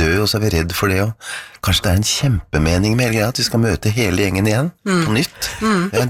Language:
Norwegian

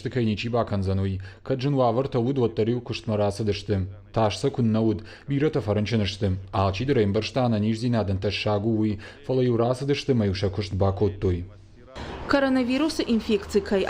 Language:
Ossetic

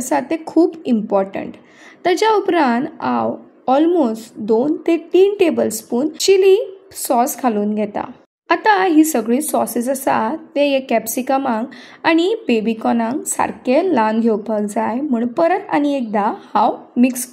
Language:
Konkani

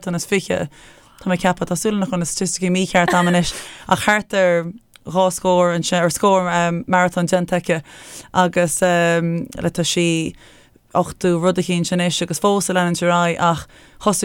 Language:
Irish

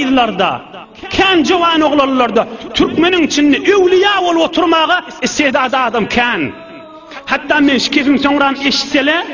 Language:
Turkmen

